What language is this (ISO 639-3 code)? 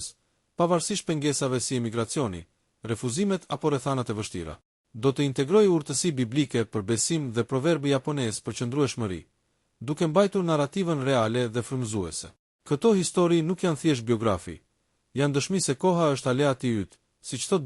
sqi